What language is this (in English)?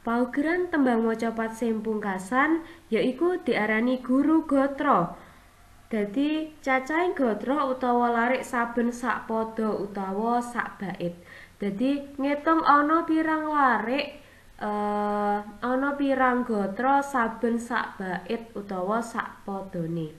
Javanese